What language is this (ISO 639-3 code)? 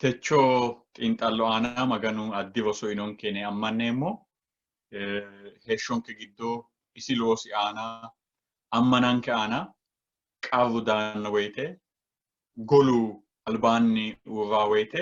sid